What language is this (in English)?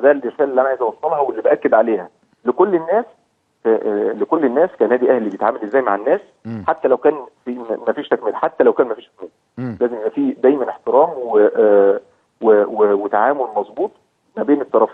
Egyptian Arabic